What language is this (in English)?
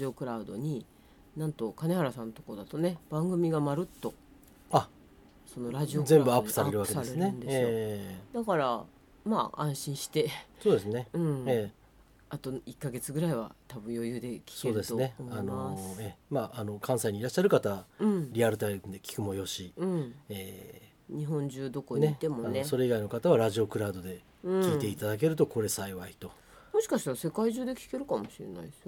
Japanese